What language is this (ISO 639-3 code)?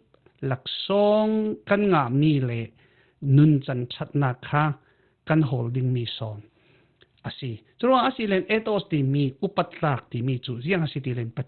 cfm